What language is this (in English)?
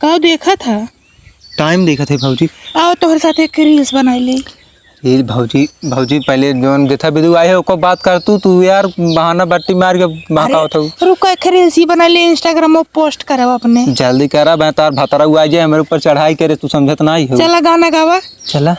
Awadhi